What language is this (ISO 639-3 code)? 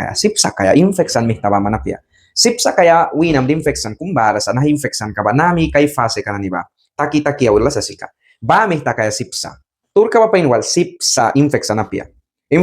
miq